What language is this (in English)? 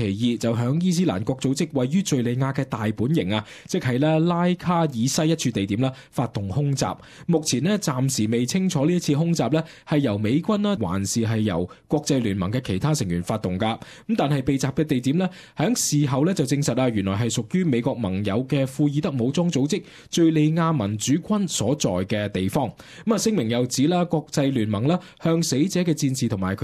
Cantonese